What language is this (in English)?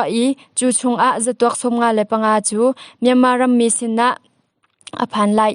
Hakha Chin